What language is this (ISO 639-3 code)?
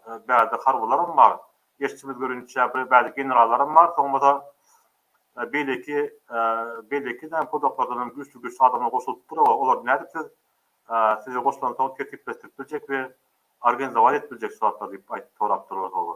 tuk